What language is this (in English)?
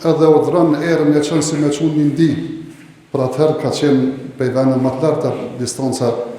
Albanian